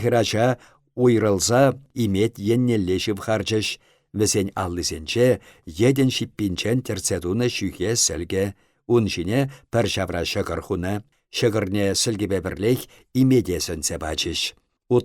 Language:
Chuvash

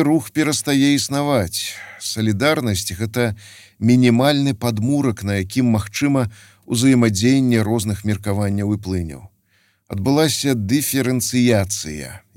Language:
Belarusian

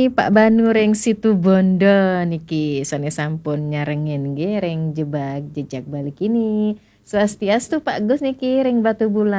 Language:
Balinese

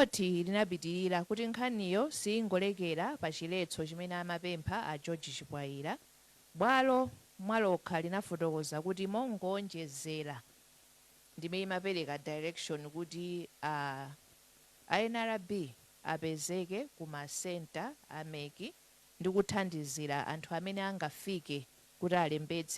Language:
Nyanja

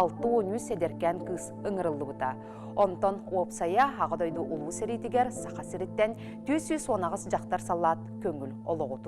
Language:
Yakut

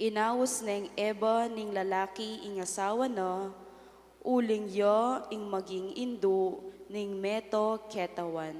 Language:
Pampanga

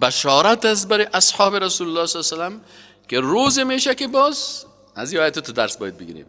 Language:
Persian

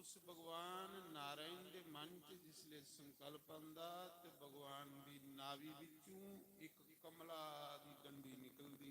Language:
Dogri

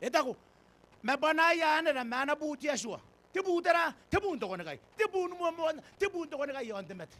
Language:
Gilbertese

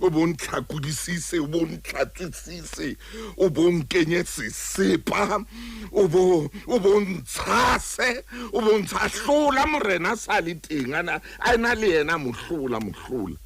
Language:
Southern Sotho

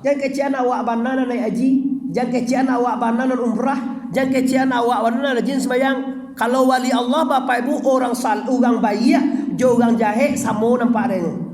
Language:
Minangkabau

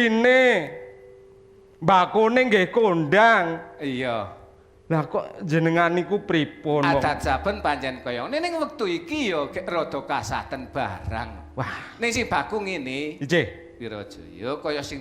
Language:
Javanese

